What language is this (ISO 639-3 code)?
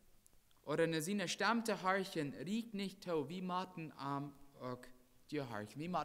pdt